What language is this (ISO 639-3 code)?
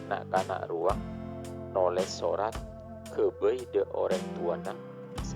mad